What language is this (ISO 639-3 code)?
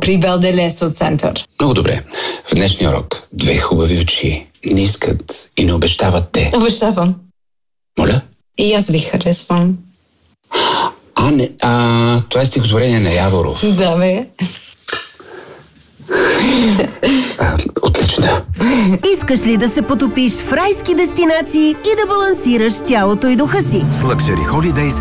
bul